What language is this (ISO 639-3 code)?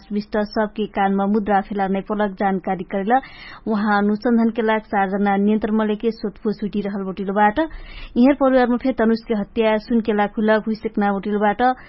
thl